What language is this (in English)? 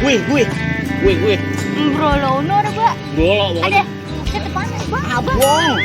Betawi